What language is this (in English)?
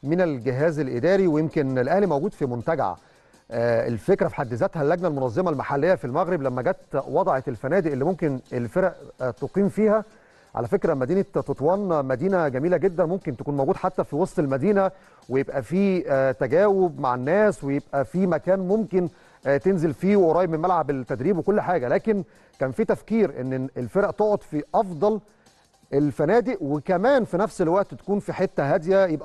Egyptian Arabic